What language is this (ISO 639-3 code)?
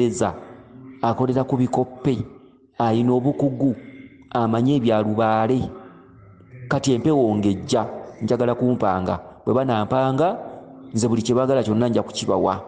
lug